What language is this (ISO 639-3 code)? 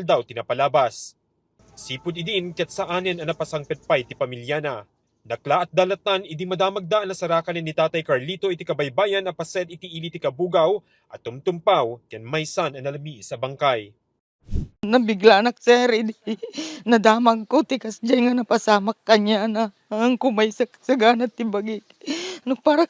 ilo